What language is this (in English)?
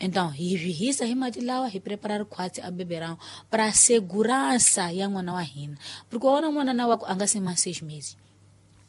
Tsonga